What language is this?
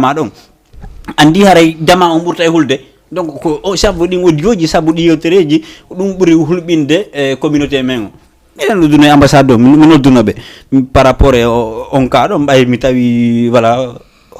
Fula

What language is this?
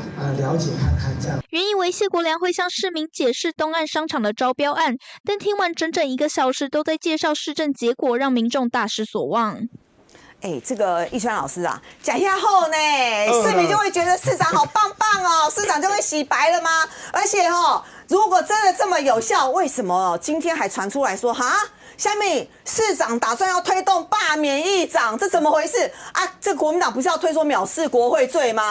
Chinese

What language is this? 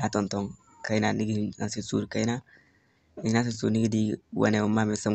Zarma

